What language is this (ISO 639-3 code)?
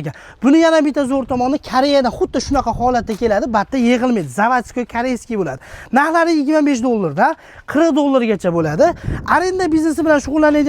uzb